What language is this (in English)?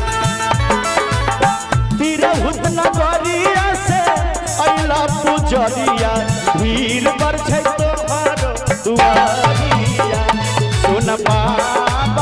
Bhojpuri